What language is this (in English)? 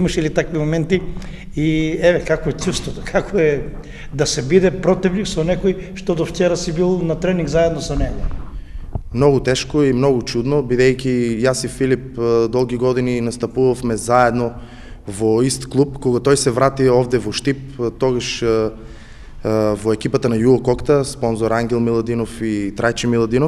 Macedonian